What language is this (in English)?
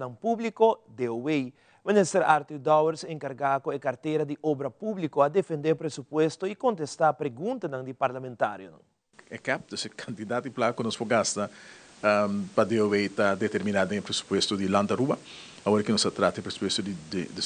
Papiamento